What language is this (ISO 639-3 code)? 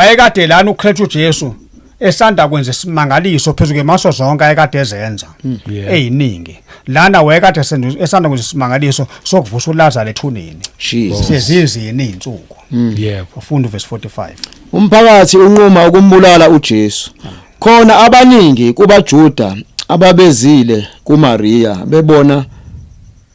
zul